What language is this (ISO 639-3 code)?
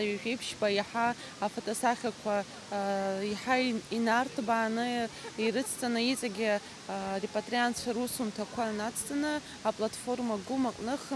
abk